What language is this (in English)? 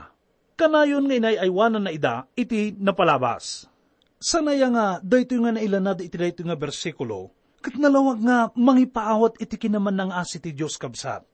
Iloko